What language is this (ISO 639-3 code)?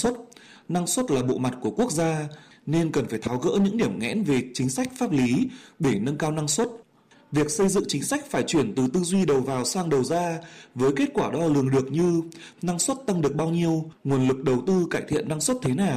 vie